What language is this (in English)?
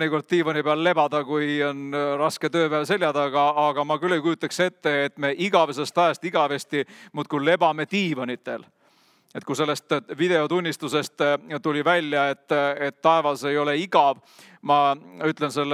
Estonian